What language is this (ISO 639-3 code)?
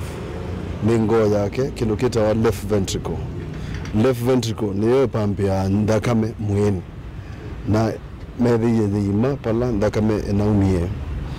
kam